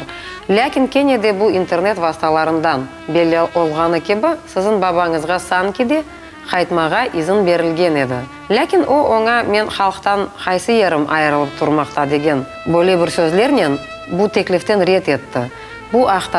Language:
Crimean Tatar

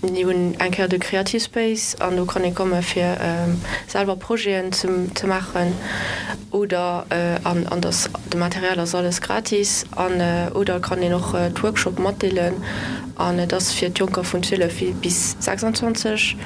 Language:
Luxembourgish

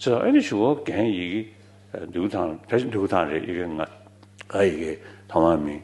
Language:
Tibetan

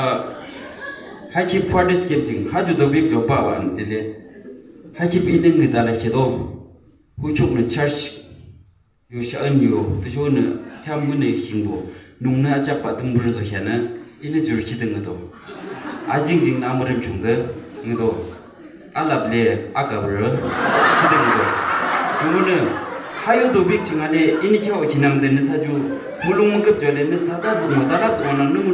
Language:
Yimchungru Naga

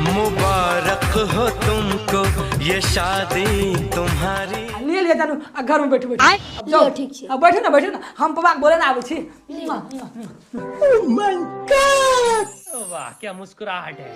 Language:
Maithili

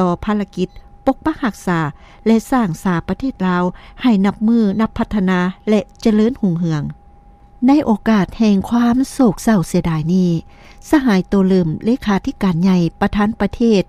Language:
Lao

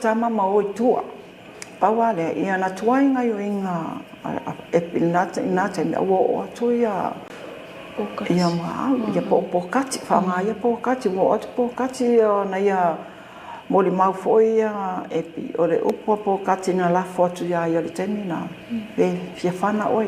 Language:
Samoan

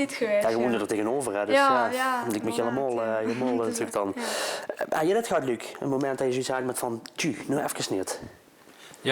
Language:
Limburgish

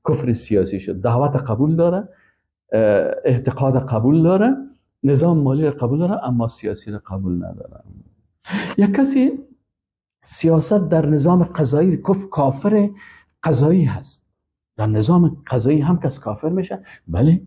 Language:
Persian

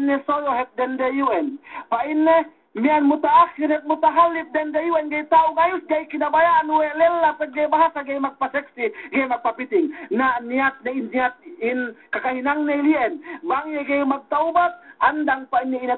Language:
Yakan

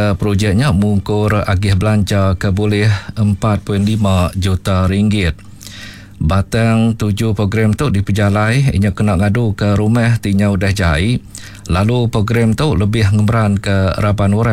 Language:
Iban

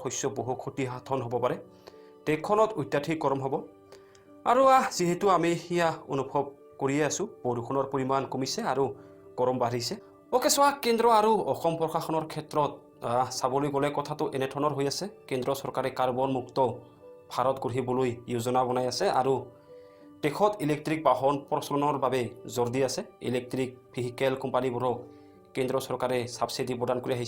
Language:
Assamese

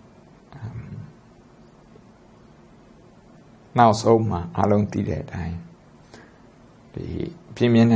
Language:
Burmese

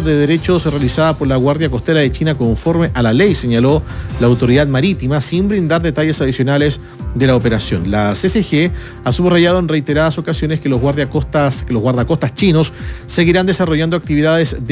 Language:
Spanish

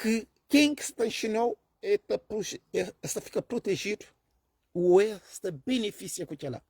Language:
Kabuverdianu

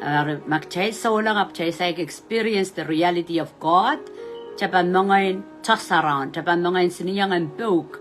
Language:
Pohnpeian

